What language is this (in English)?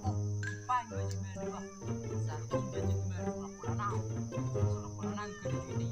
Batak Toba